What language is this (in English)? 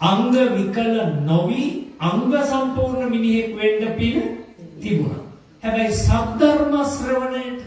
Sinhala